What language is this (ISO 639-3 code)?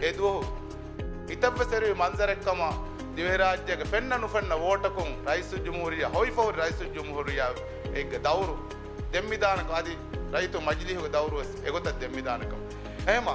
div